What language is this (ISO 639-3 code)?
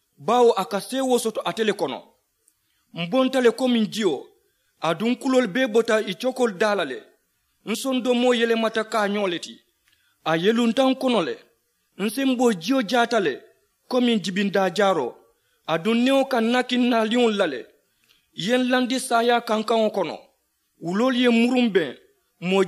man